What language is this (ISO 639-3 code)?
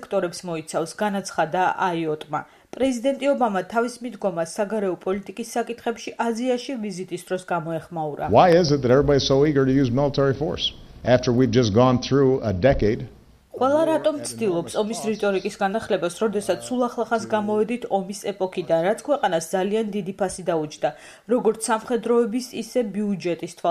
kat